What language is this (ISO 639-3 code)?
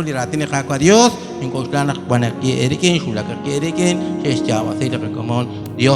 kek